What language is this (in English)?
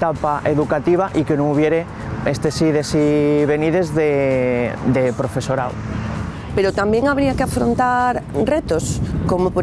Asturian